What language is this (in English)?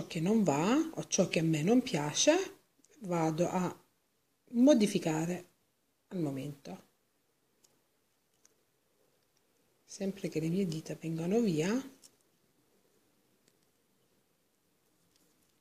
Italian